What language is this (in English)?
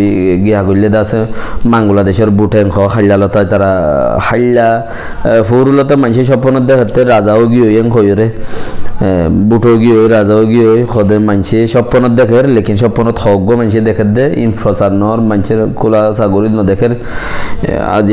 Rohingya